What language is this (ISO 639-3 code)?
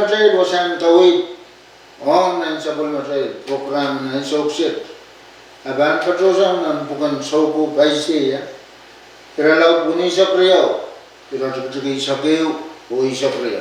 pon